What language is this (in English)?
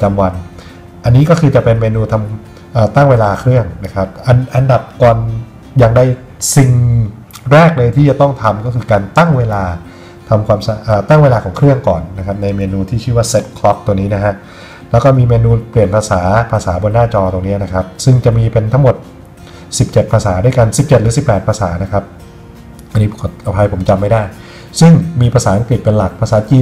Thai